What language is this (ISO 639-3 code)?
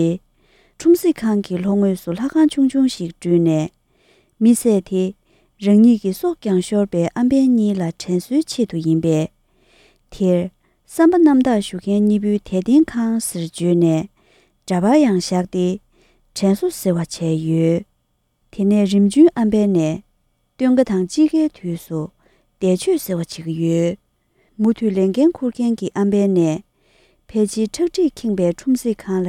bod